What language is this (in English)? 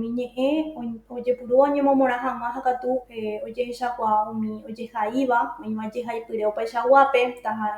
Guarani